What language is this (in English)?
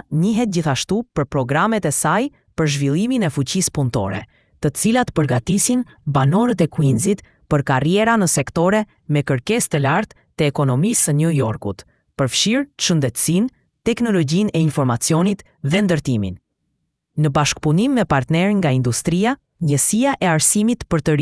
Albanian